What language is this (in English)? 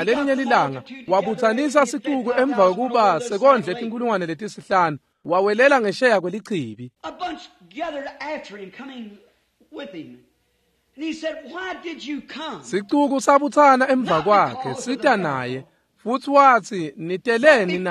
Swati